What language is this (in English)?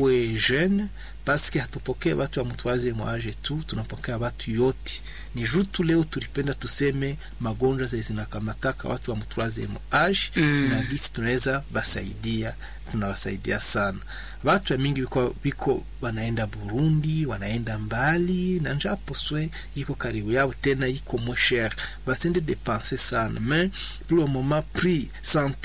Swahili